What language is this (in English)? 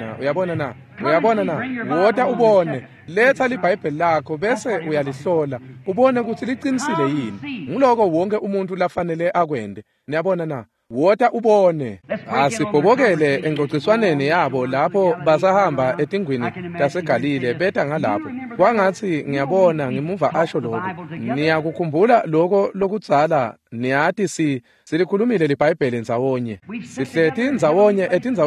Swati